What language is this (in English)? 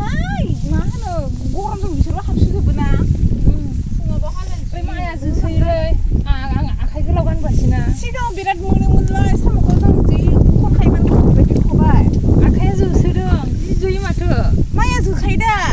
Bodo